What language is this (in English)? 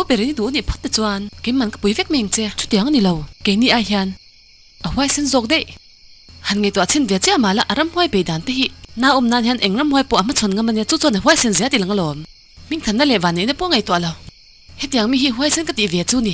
Mizo